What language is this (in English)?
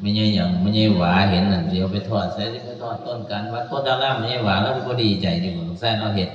Northeastern Thai